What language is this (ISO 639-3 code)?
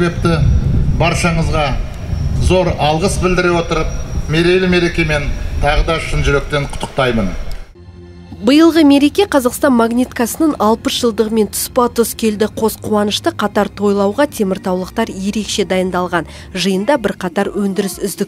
kaz